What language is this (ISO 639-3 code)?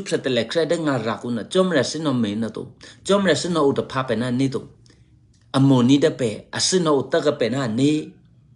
eky